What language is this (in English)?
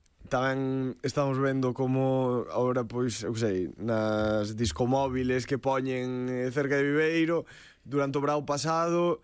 Galician